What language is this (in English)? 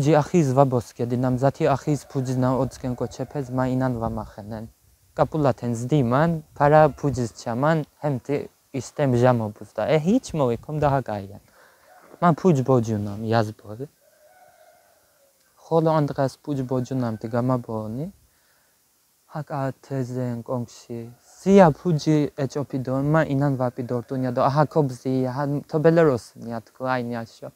Laz